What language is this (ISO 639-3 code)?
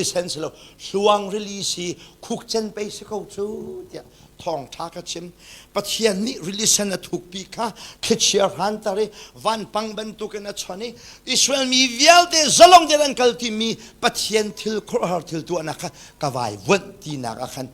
cnh